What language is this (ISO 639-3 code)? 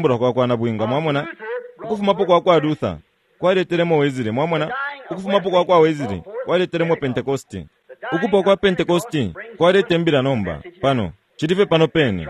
bem